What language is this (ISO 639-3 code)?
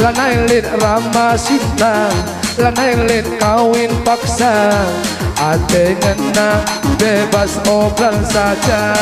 btx